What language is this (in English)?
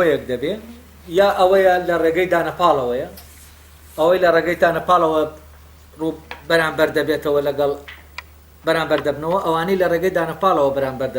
Central Kurdish